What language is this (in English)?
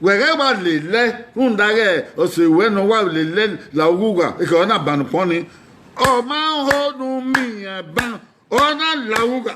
Bini